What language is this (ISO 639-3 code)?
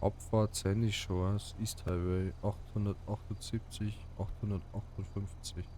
bar